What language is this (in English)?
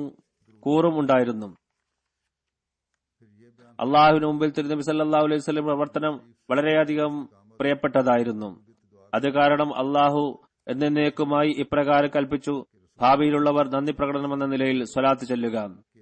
Malayalam